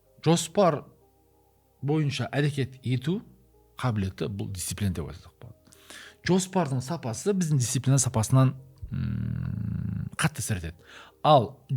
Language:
Kazakh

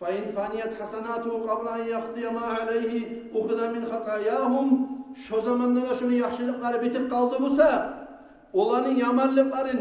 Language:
Kumyk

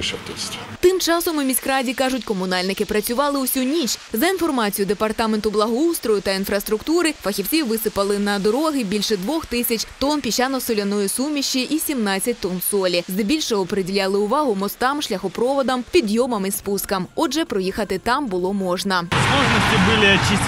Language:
Ukrainian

